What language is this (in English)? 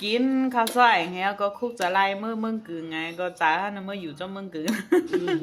Shan